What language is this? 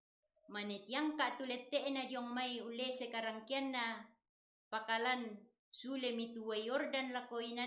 Toraja-Sa'dan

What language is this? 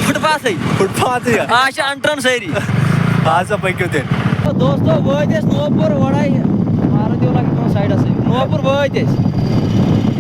Kashmiri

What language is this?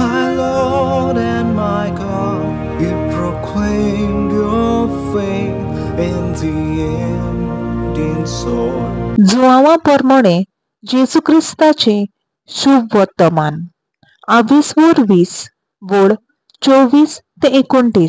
Konkani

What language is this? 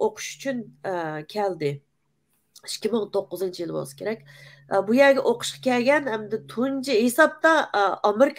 Uyghur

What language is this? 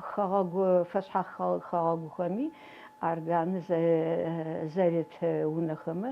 Adyghe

